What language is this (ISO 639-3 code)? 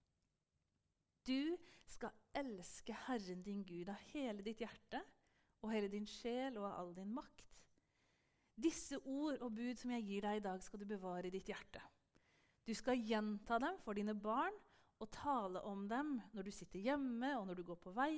nor